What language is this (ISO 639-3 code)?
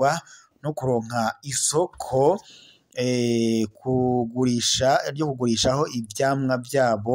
run